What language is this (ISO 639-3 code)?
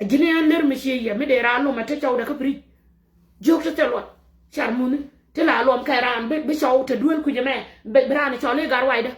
nus